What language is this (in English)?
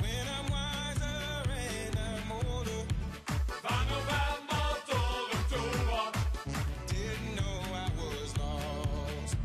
Limburgish